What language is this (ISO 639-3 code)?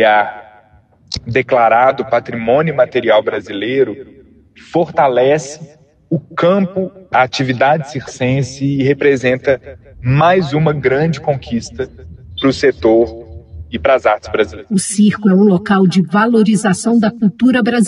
por